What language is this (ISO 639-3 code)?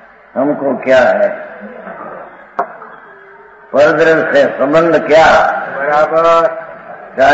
guj